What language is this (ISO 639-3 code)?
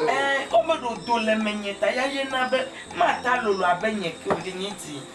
ewe